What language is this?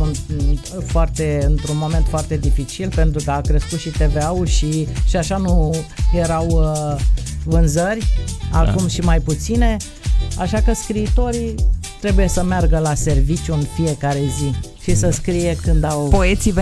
Romanian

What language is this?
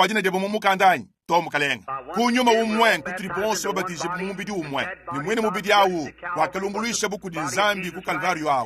Luba-Lulua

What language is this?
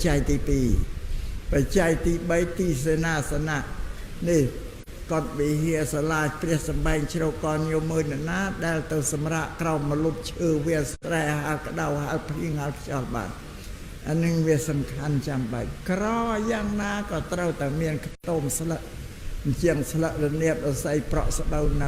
Khmer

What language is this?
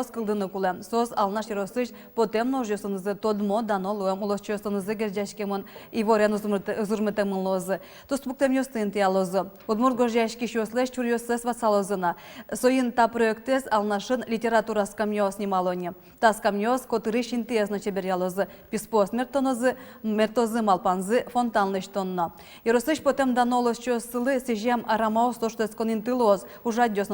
Udmurt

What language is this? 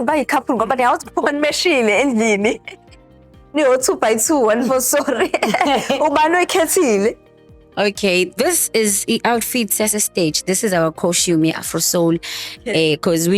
Zulu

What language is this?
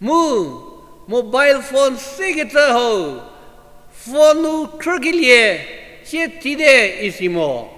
Angami Naga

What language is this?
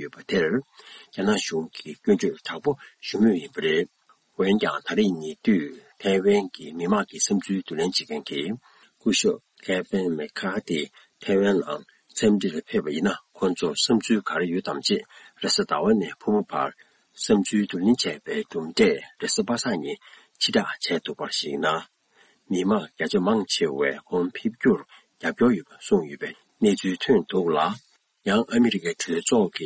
Tibetan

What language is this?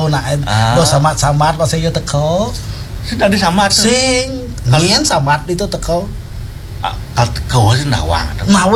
Balinese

